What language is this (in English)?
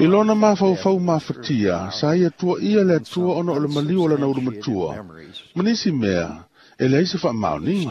Samoan